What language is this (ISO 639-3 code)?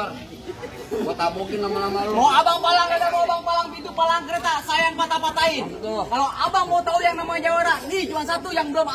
bew